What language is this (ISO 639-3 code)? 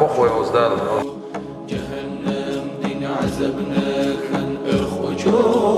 che